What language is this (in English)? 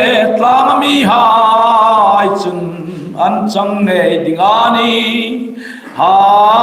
Hmar